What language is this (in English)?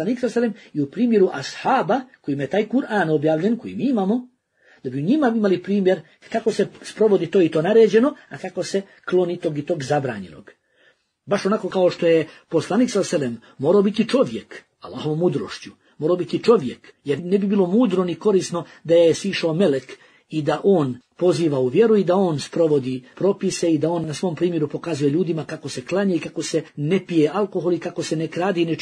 Bosnian